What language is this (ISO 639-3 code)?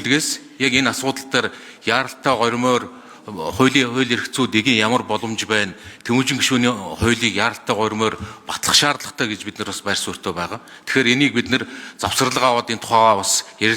mon